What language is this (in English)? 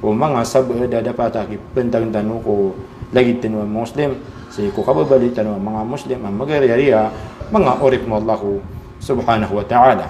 Maranao